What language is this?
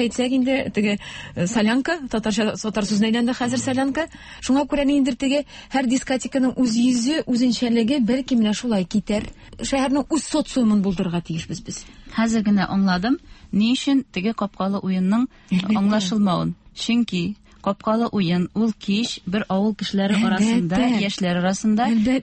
Tatar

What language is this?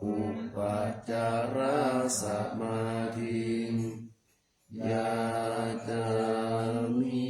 Pali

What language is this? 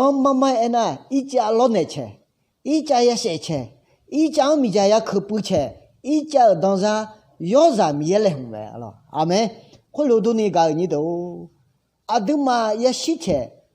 Akha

